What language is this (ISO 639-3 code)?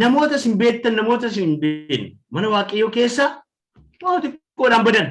orm